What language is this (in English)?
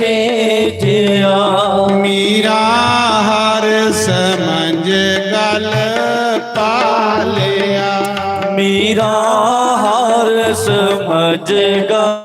Dogri